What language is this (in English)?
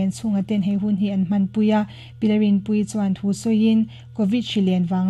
Mizo